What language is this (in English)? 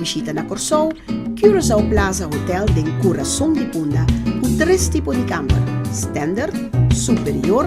Papiamento